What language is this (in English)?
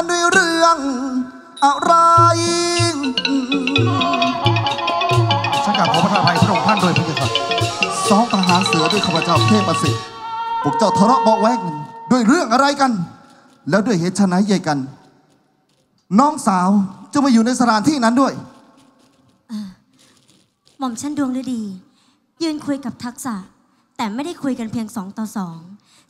Thai